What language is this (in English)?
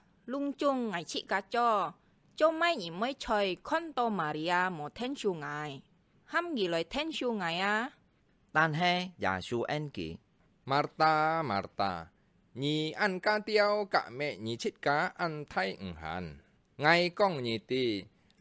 Hakka Chinese